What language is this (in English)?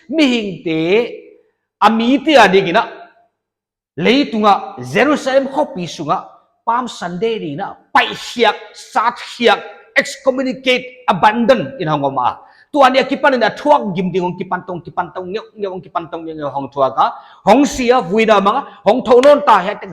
Paite Chin